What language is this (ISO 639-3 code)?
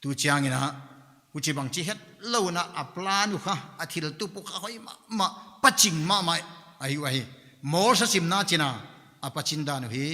pck